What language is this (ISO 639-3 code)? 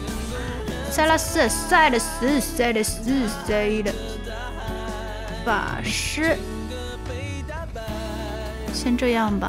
zho